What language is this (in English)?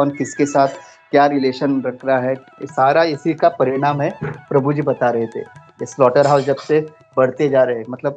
Hindi